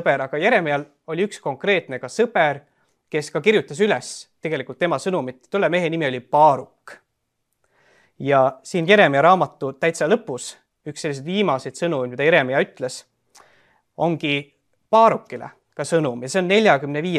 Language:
Estonian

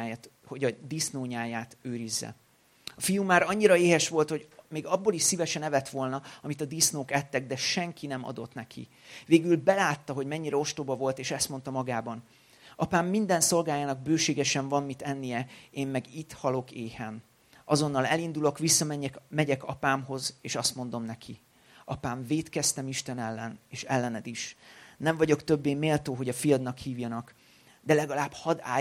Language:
Hungarian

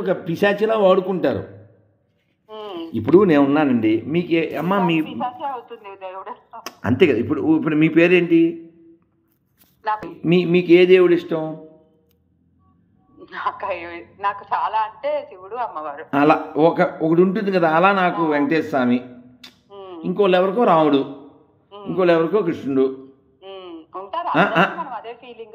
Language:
Telugu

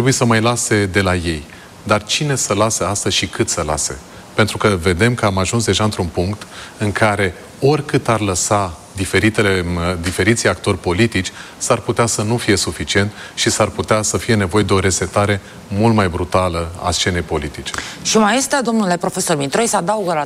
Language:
Romanian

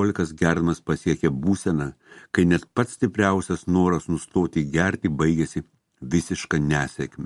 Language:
Lithuanian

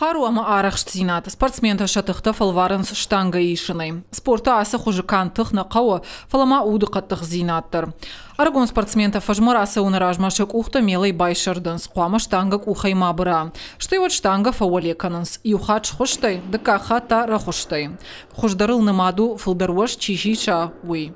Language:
Ossetic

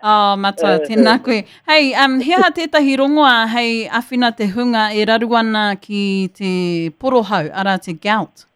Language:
Māori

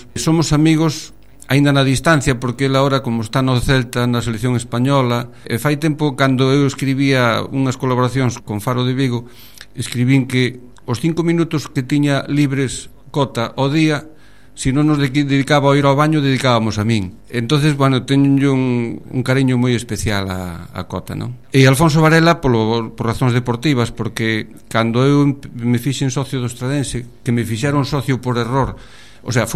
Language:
Galician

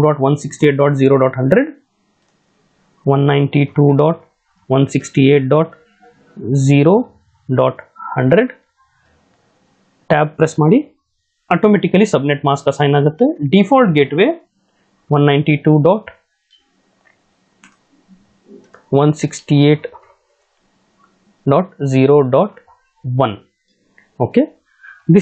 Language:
Kannada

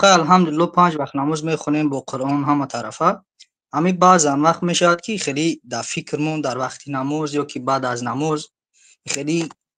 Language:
Tajik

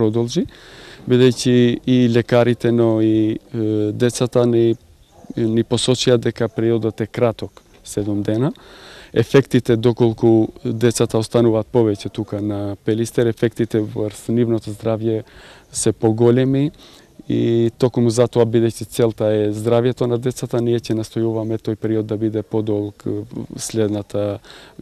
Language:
Macedonian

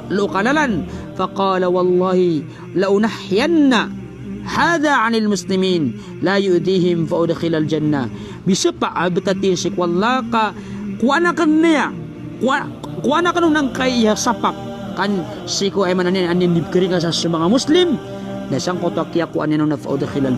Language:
Maranao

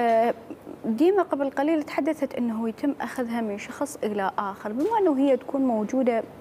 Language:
Mesopotamian Arabic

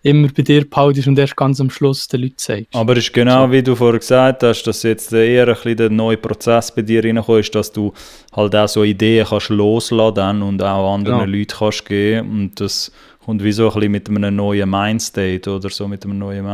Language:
Swiss German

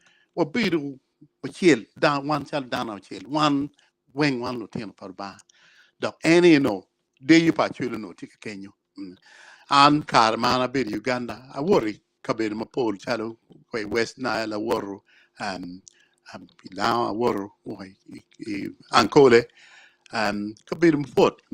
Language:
Acoli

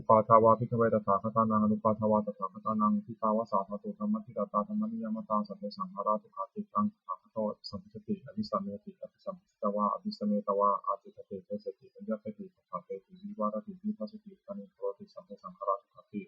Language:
Pali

